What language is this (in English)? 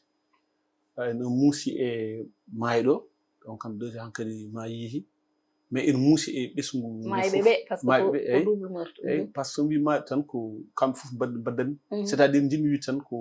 Fula